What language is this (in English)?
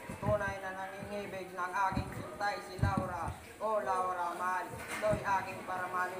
Filipino